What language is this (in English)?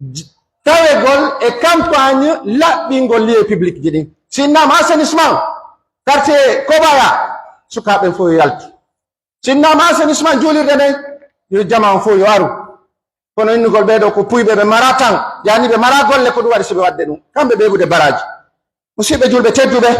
Pular